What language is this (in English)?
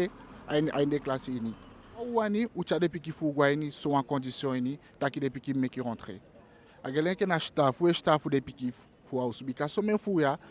Eastern Maroon Creole